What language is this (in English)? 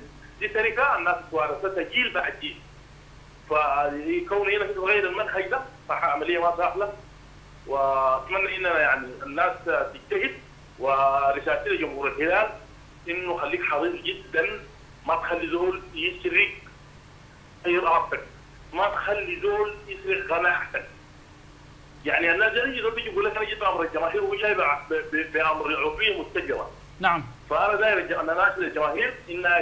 Sudanese Arabic